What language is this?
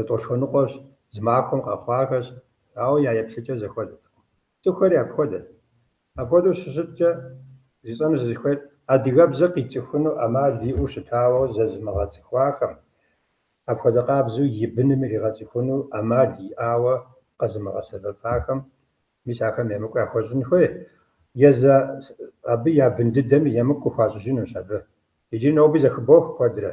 Kabardian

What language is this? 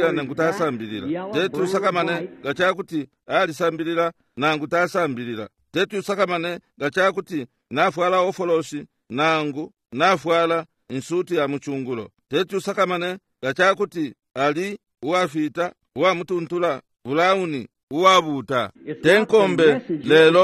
Bemba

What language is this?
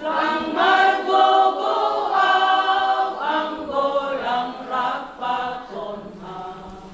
Batak Simalungun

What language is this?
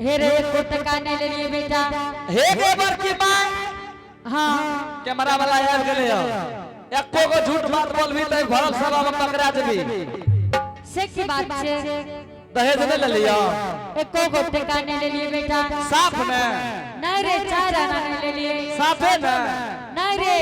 Angika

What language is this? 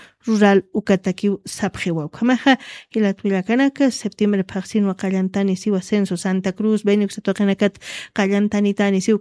Aymara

